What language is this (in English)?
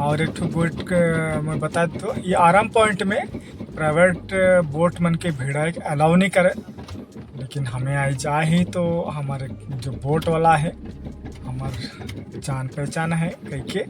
Sadri